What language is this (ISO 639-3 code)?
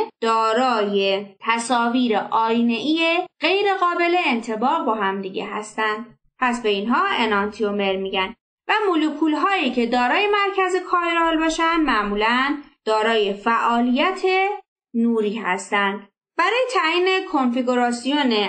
fas